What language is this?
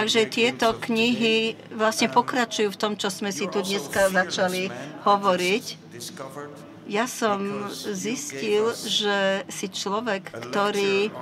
Slovak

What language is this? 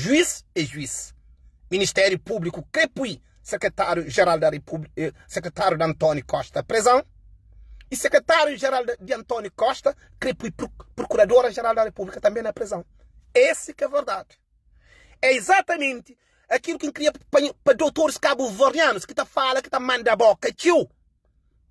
Kabuverdianu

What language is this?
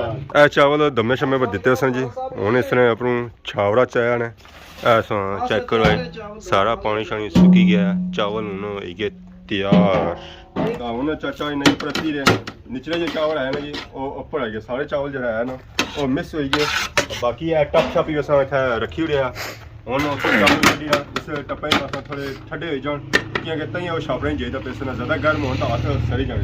Pahari-Potwari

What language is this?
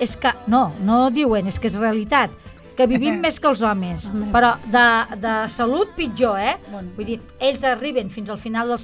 Catalan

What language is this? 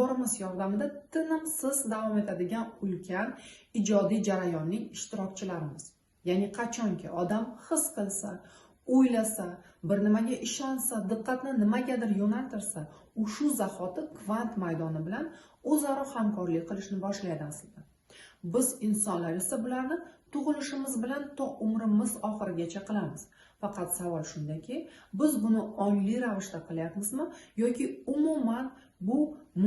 Uzbek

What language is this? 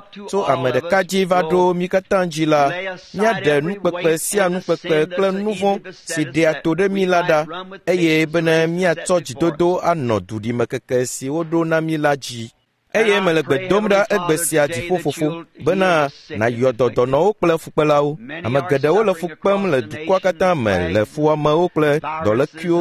Ewe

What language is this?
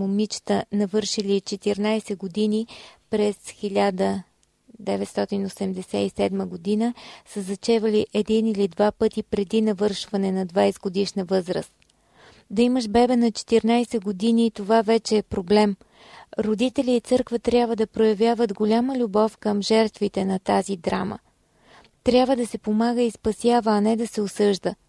Bulgarian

